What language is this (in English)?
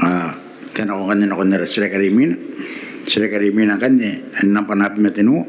Gilbertese